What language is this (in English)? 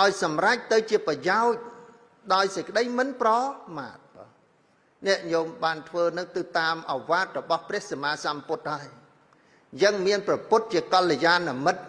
Khmer